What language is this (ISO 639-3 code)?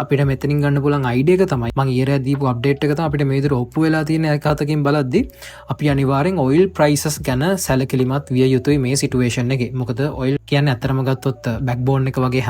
sin